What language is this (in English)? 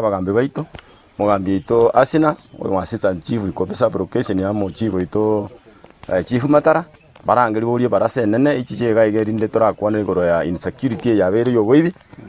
Gusii